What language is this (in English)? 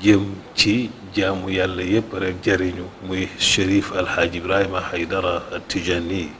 Wolof